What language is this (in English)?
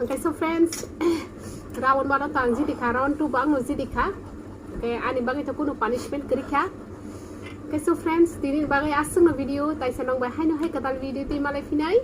Kok Borok